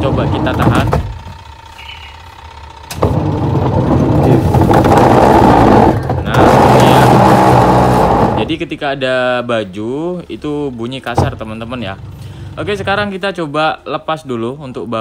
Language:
Indonesian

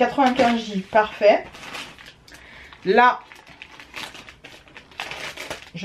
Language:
French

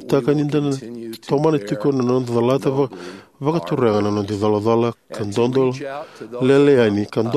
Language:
Fijian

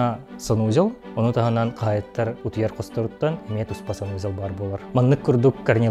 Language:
Yakut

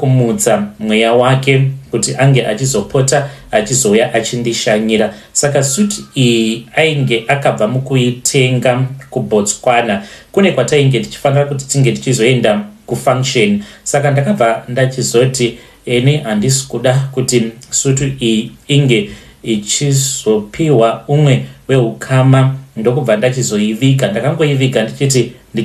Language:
Shona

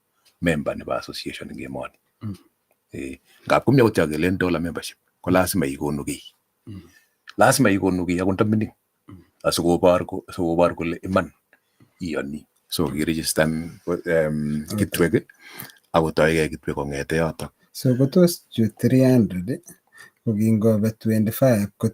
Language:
Kalenjin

